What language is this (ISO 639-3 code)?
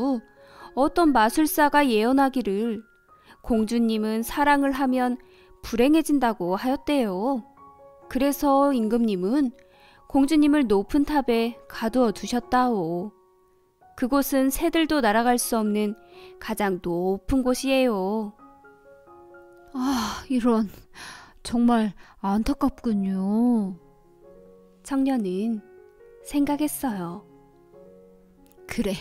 kor